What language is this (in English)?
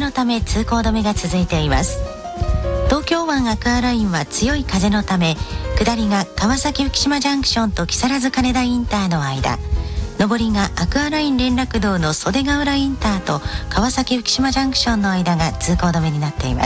Japanese